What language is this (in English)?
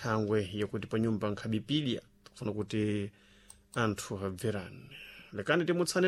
Sena